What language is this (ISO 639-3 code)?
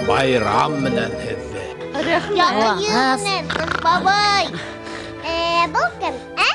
bak